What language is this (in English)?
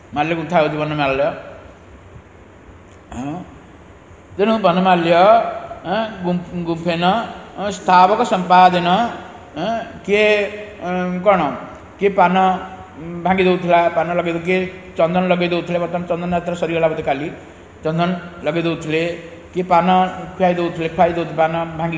Odia